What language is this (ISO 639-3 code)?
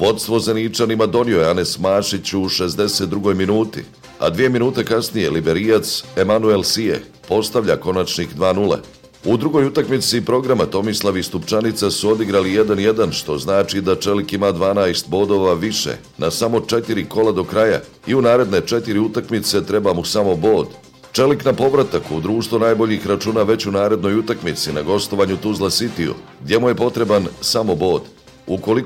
bos